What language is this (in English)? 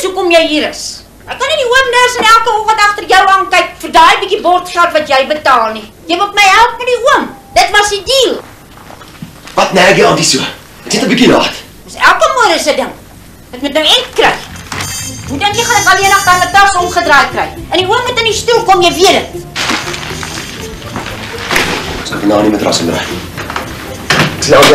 Afrikaans